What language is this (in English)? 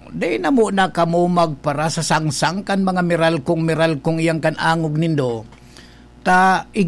Bikol